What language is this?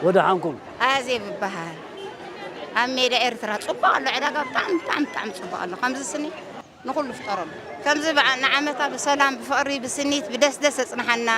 Tigrinya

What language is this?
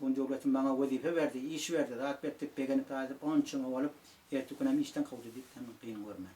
Turkmen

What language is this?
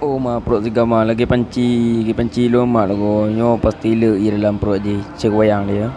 Achinese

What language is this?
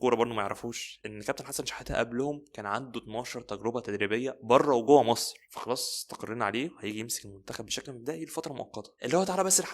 Egyptian Arabic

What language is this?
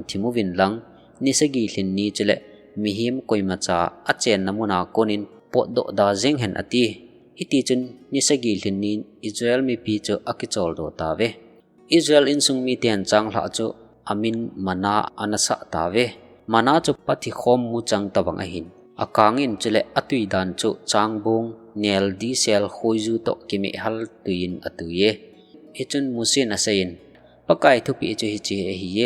Thado Chin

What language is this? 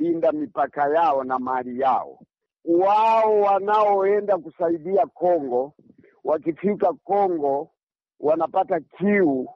Swahili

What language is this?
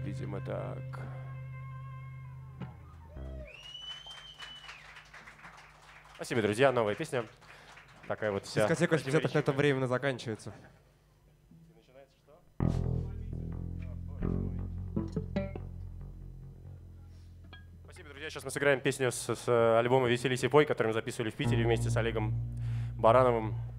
Russian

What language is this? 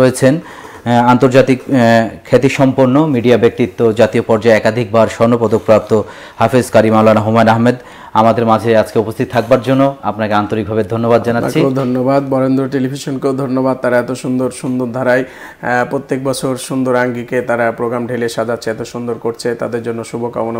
Bangla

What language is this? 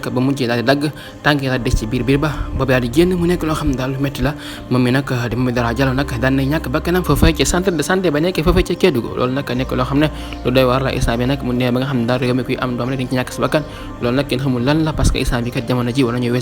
Wolof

